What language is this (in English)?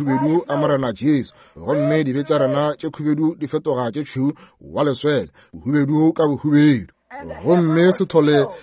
Northern Sotho